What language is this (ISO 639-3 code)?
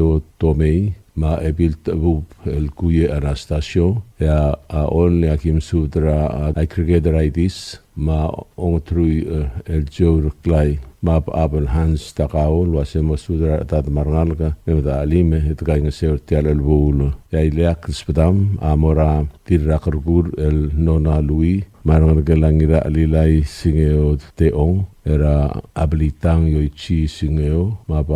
pau